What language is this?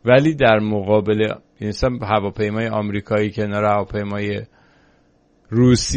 Persian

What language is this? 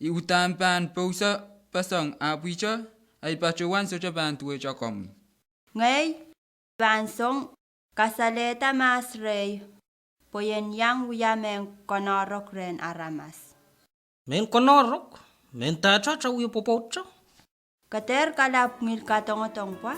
Pohnpeian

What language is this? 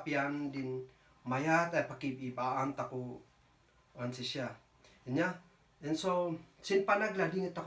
Kankanaey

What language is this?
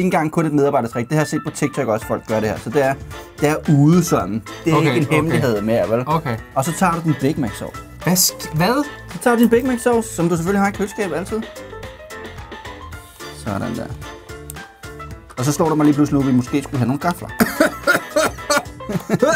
Danish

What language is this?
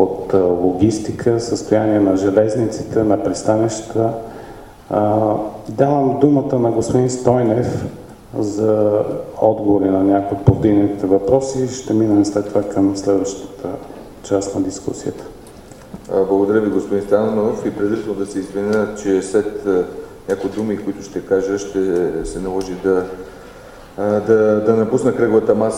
Bulgarian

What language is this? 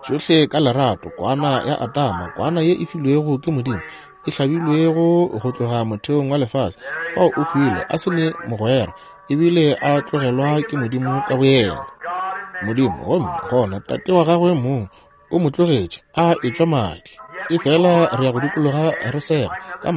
Northern Sotho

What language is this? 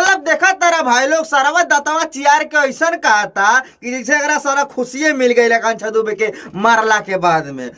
Bhojpuri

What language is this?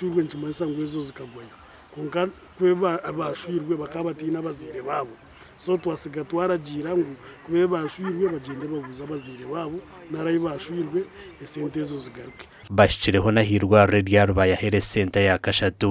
Nyankole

